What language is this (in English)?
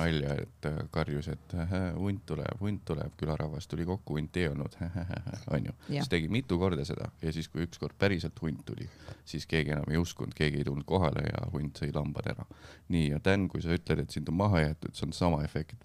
Estonian